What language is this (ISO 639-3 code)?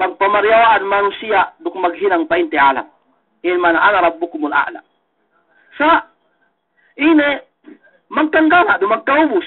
yka